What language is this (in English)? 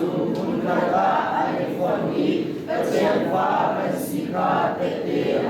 Hakha Chin